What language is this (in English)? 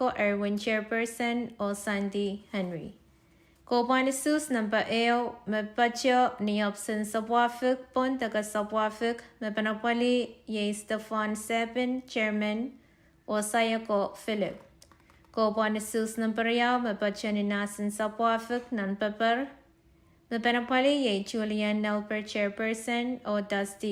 Pohnpeian